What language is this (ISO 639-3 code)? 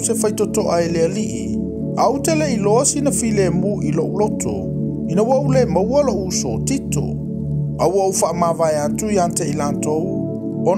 smo